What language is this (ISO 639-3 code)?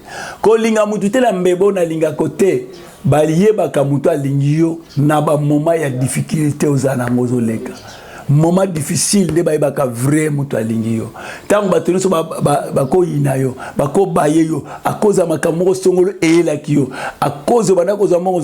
lin